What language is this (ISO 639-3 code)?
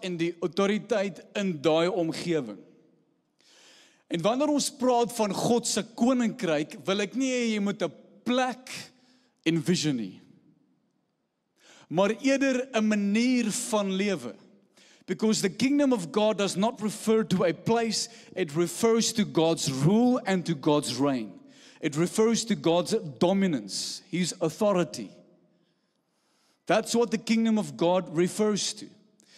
afr